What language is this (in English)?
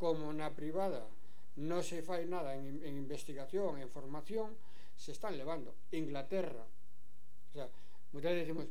Galician